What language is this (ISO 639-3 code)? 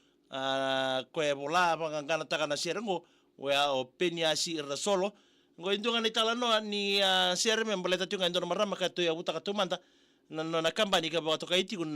fij